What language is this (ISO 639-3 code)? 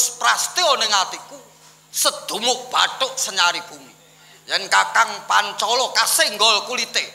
jav